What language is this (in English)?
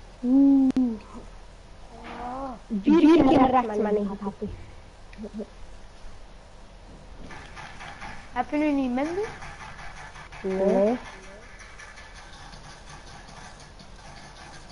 Dutch